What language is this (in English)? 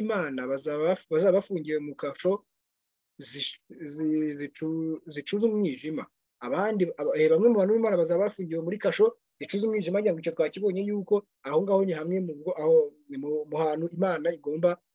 Kinyarwanda